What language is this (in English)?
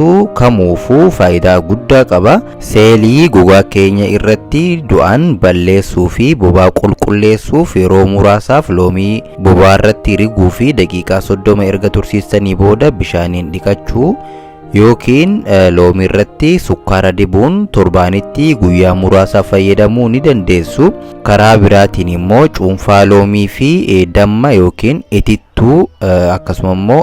Oromo